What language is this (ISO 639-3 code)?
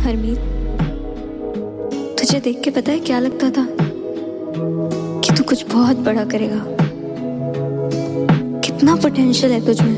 hin